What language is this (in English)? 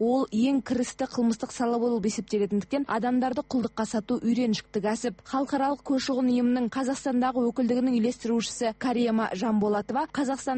Kazakh